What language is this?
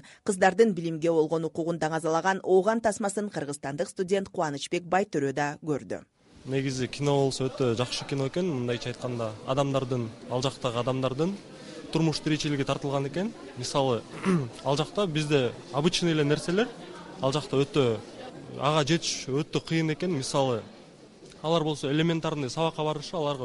Kyrgyz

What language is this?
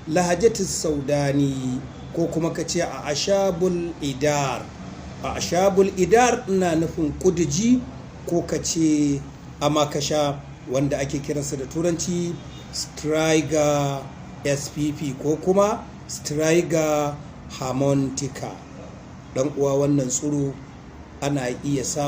Hausa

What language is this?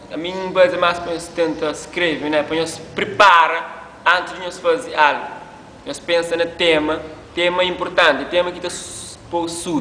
Kabuverdianu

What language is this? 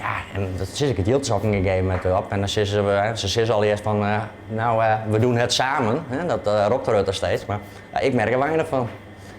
Western Frisian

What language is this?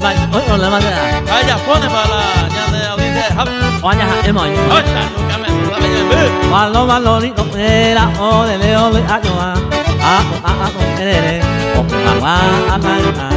Guarani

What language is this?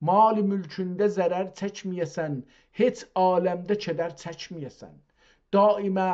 South Azerbaijani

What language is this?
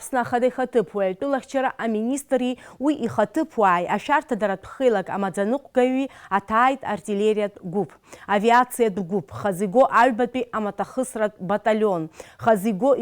Abkhazian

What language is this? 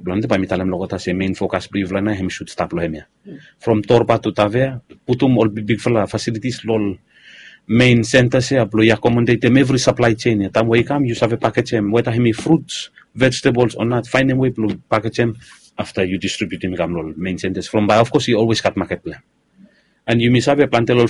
Bislama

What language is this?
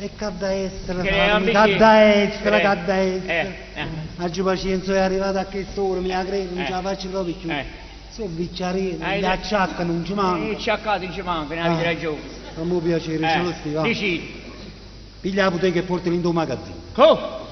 Neapolitan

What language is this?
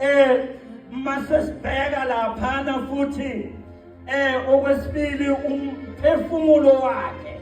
Zulu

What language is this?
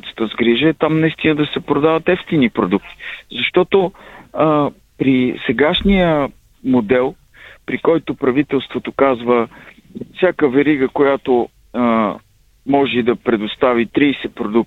Bulgarian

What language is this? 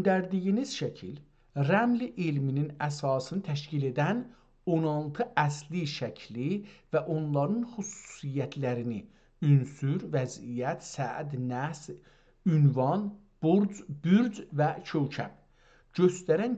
South Azerbaijani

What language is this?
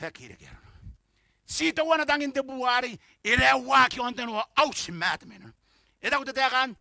Gilbertese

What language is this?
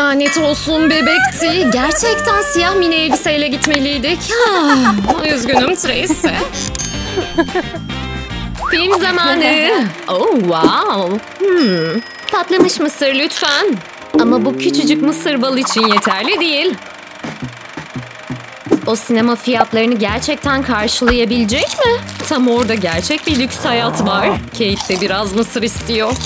Turkish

